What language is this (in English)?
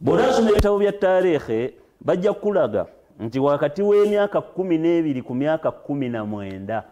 Ganda